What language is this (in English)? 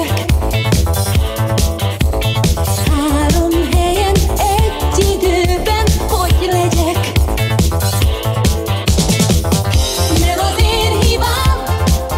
Hungarian